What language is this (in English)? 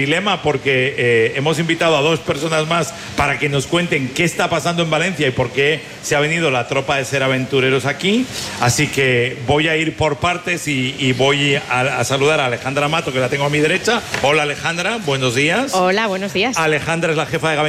Spanish